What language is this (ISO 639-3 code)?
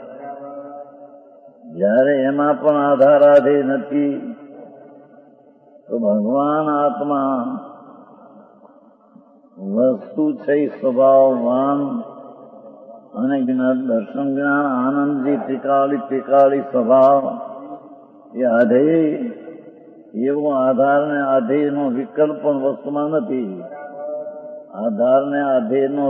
guj